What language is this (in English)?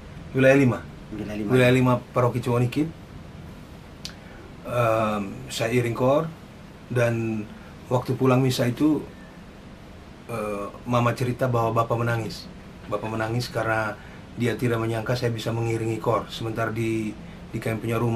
Indonesian